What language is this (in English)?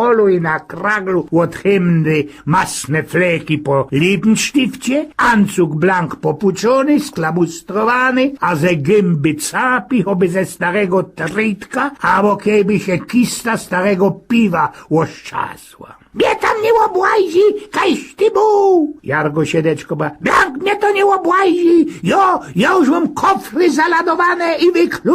Silesian